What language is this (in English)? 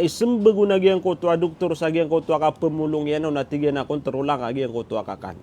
Maranao